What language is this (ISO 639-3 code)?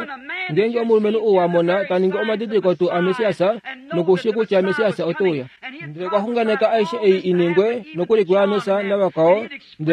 kua